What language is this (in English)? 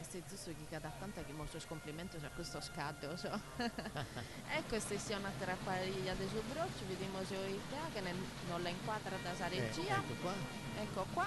Sardinian